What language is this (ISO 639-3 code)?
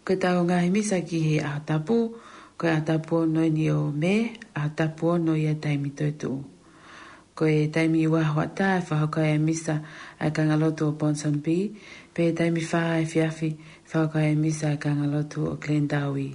ton